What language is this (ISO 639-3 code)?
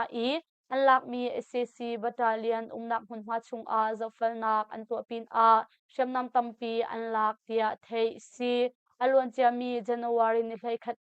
cnh